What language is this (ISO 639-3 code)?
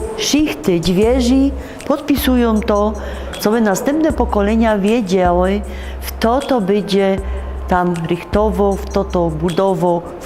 szl